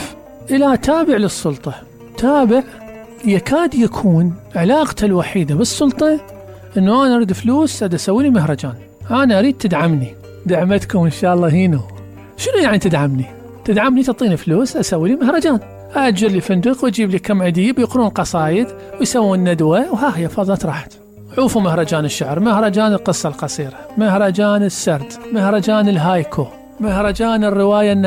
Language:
Mesopotamian Arabic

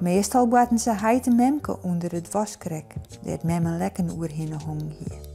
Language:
Western Frisian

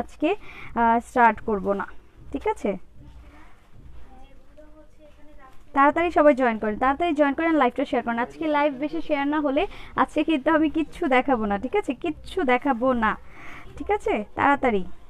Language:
Bangla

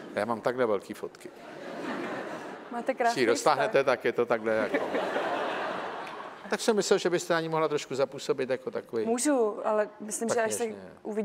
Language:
Czech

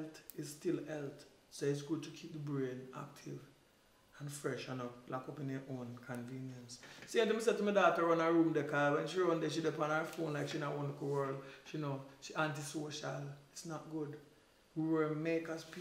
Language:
Jamaican Creole English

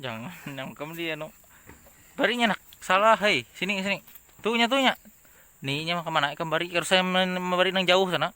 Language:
Banjar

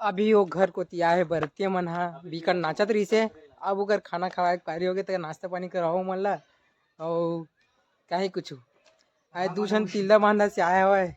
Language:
Chhattisgarhi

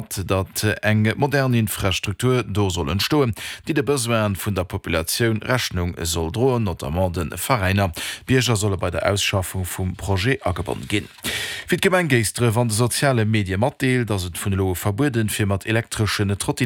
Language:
Luxembourgish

